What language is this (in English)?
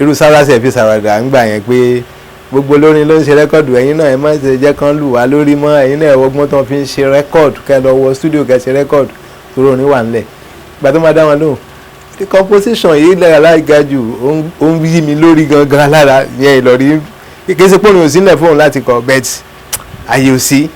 Yoruba